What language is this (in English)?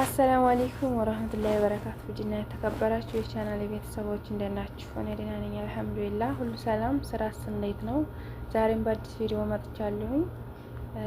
Amharic